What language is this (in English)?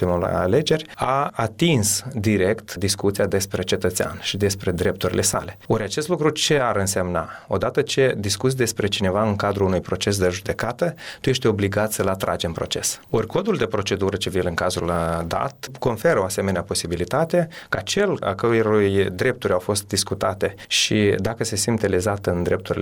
Romanian